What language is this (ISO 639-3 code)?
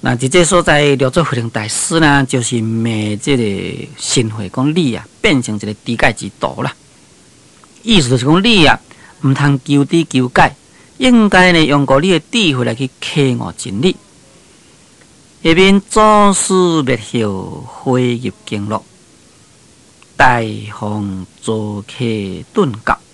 nan